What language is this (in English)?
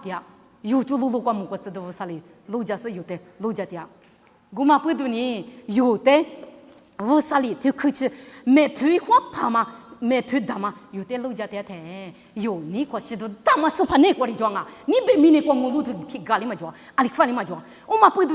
Lisu